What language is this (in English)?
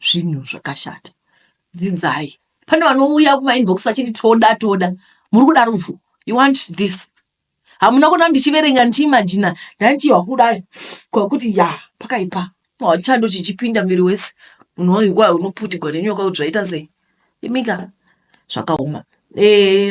Shona